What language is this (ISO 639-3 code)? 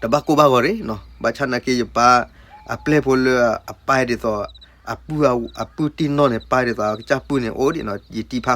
ksw